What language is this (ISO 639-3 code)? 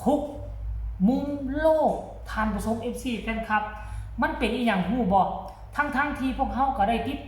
lao